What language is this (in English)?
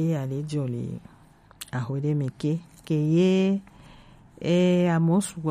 Gen